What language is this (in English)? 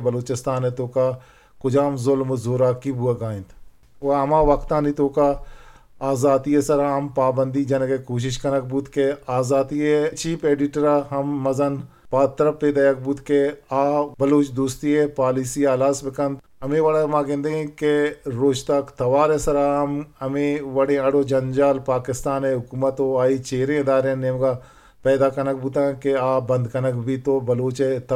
Eastern Balochi